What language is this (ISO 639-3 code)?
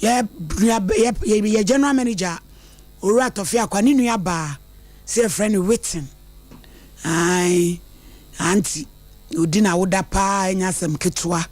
aka